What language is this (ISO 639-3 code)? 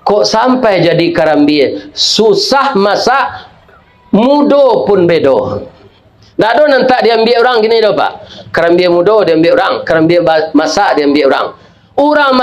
min